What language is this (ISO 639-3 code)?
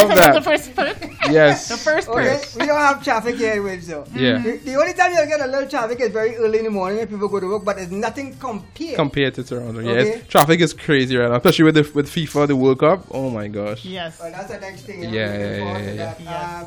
eng